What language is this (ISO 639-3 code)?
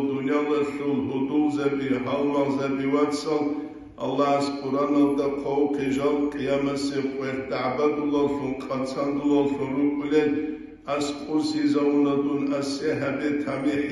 ava